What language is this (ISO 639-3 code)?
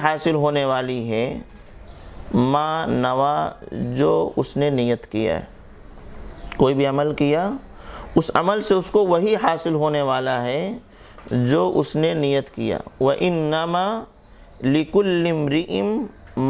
urd